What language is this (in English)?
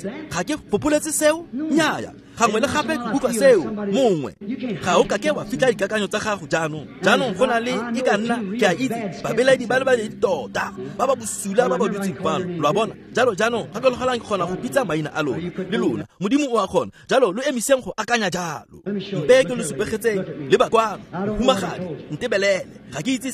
Tswana